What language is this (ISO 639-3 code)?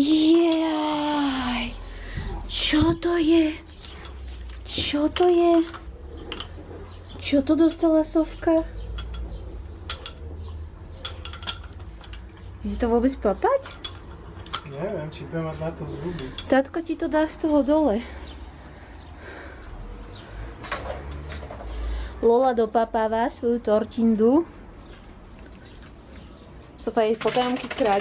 slk